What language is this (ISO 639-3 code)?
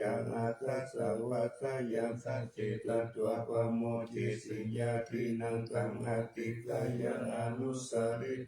pli